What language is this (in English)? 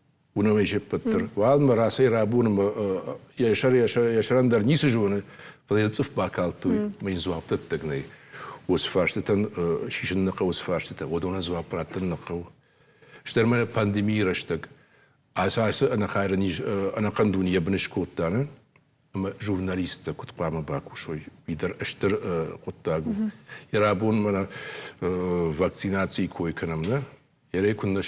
Ossetic